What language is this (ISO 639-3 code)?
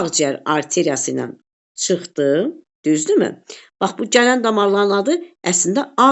aze